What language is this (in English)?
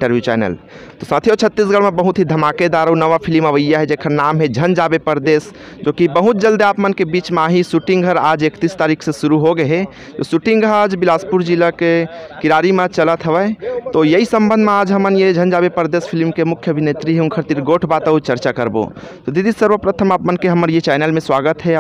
Chhattisgarhi